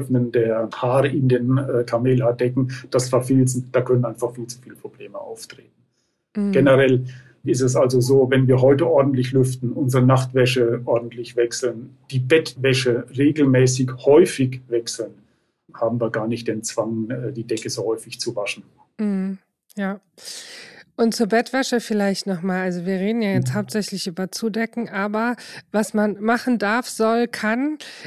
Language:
German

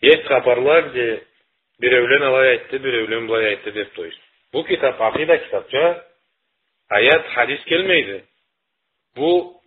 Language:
Karachay-Balkar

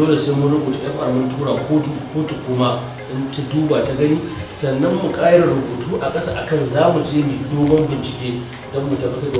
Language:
Hausa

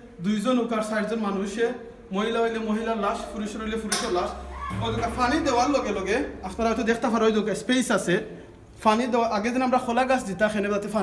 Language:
Sylheti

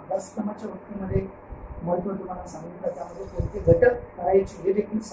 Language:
Marathi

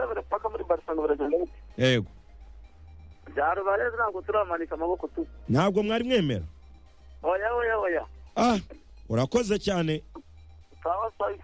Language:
Kinyarwanda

